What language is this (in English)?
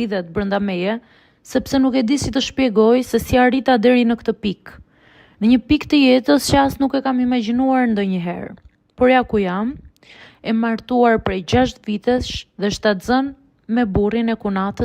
Albanian